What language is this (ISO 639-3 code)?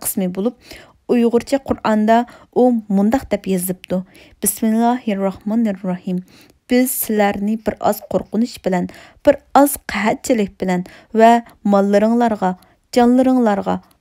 uig